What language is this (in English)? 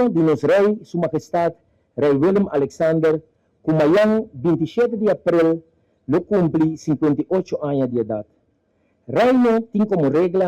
Papiamento